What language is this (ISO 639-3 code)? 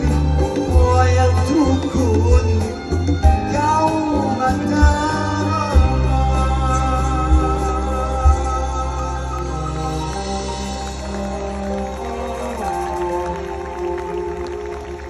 ara